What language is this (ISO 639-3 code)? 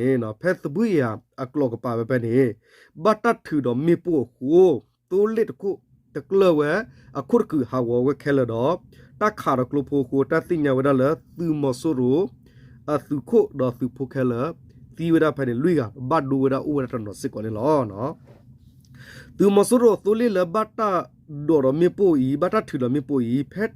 ksw